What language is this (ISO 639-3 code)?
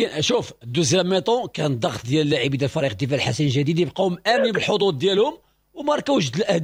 ary